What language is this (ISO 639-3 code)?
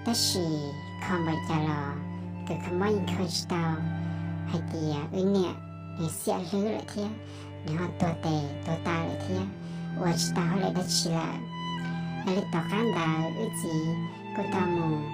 hmn